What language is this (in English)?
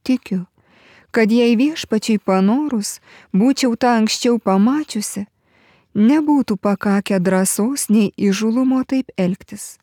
Lithuanian